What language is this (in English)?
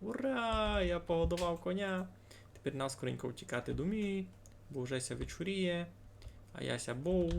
Rusyn